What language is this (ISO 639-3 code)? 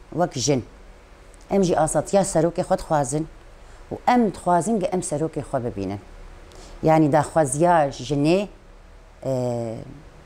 kur